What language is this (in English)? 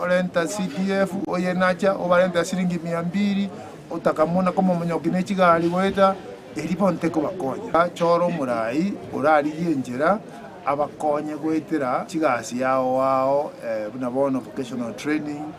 Gusii